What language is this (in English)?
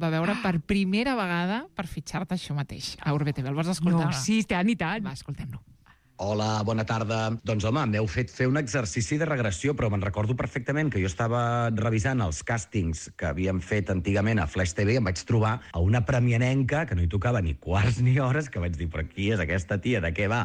Catalan